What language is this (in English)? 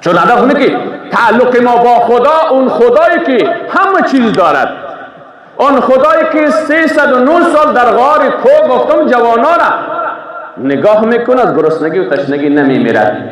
Persian